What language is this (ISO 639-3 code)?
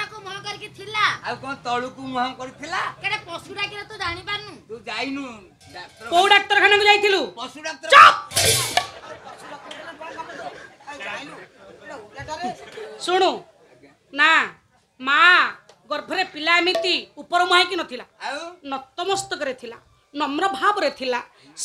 ori